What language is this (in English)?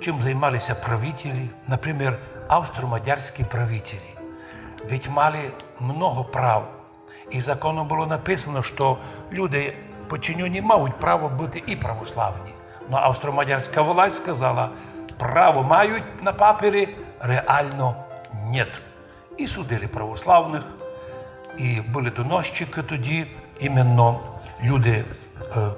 Rusyn